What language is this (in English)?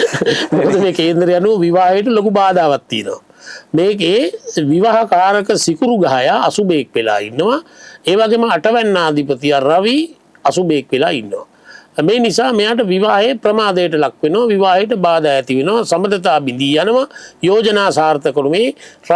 Sinhala